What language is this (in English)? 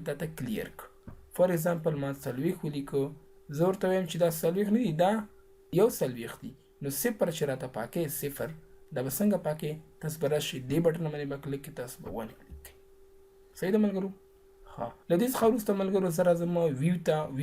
Pashto